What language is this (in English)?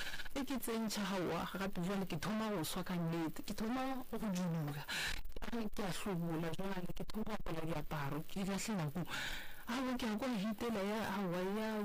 Northern Sotho